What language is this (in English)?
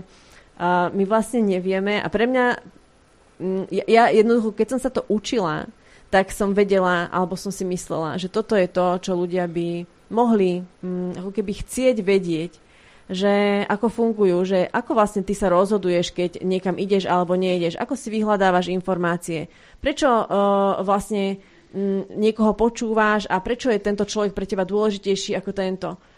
Slovak